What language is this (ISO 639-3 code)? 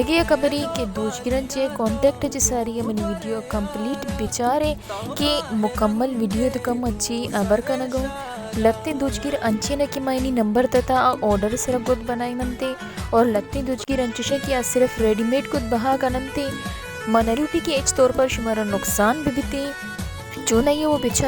bal